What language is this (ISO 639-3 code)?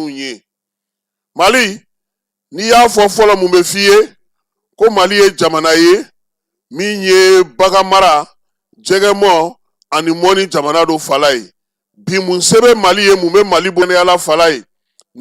bam